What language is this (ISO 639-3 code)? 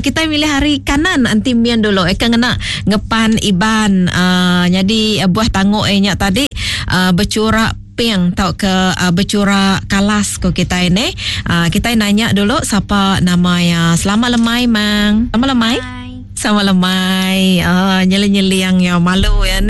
iba